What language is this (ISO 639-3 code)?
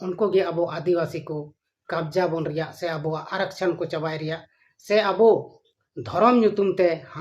sat